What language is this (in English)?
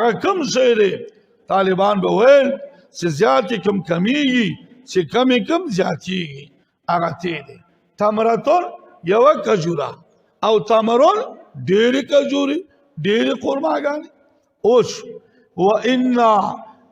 Pashto